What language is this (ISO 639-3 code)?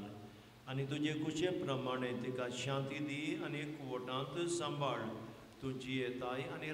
kok